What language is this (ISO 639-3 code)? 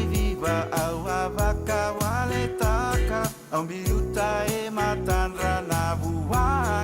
fij